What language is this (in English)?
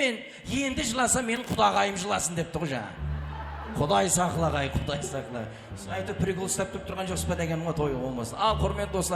Kara-Kalpak